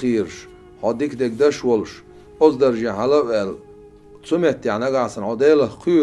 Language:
Chechen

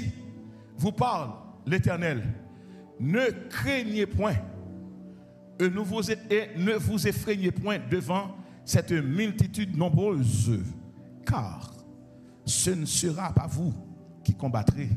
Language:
French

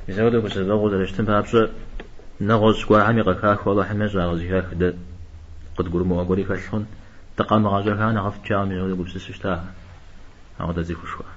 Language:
Kabardian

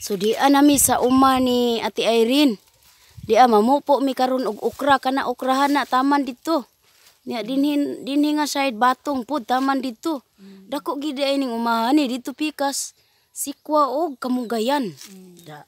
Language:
Cebuano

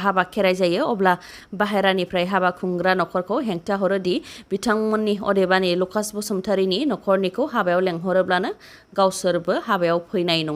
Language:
Bodo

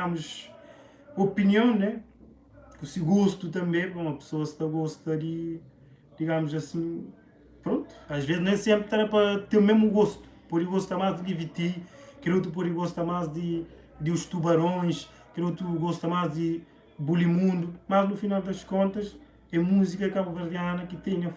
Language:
Kabuverdianu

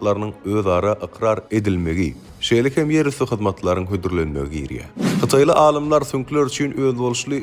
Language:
Turkmen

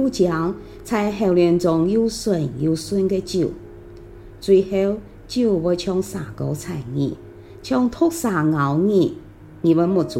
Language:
Hakka Chinese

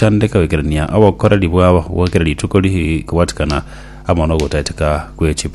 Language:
Gusii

